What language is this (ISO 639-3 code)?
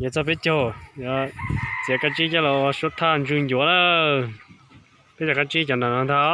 hmn